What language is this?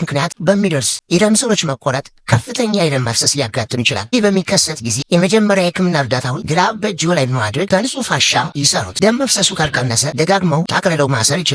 Amharic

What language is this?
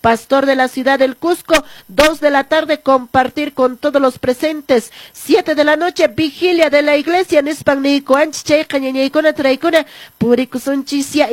Quechua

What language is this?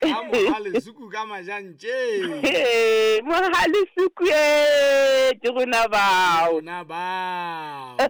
Southern Sotho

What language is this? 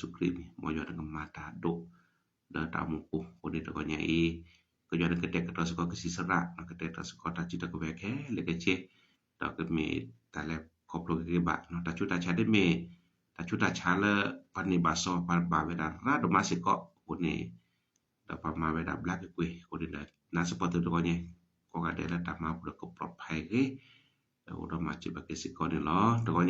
S'gaw Karen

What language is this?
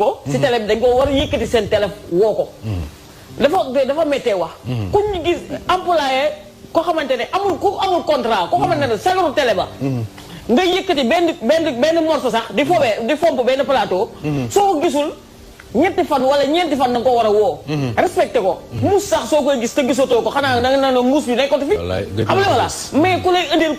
Wolof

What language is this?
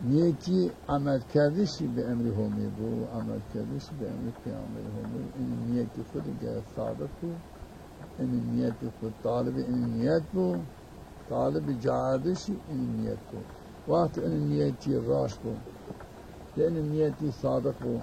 Zaza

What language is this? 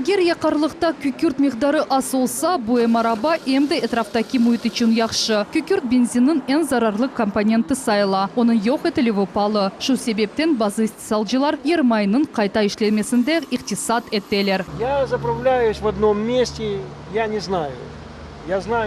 Crimean Tatar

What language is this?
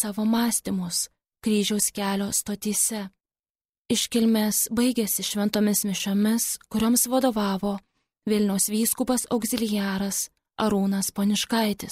Lithuanian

